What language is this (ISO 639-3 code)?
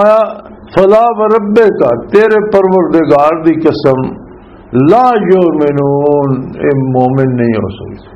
lah